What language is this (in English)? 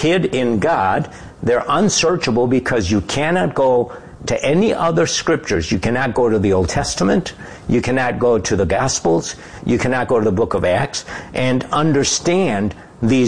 English